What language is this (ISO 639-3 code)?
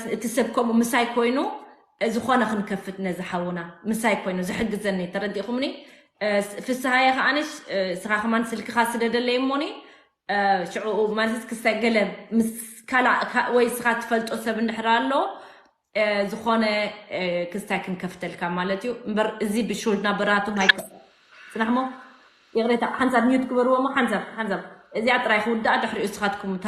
tir